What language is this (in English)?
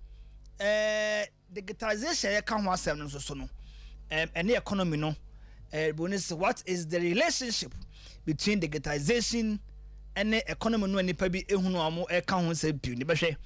Akan